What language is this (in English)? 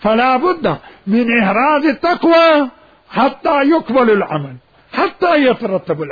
Mesopotamian Arabic